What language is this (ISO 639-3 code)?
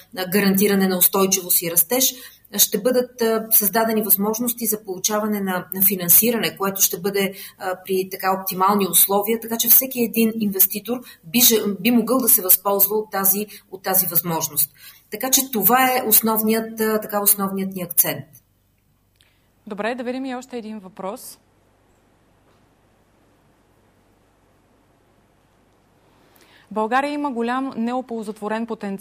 bul